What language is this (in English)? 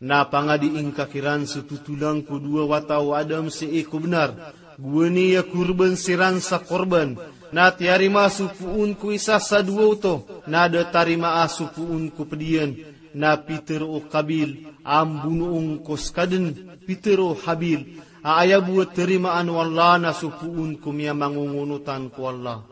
Maranao